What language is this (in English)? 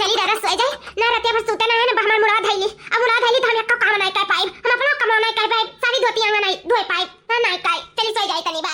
Awadhi